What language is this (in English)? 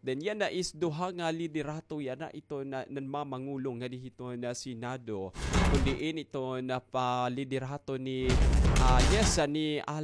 Waray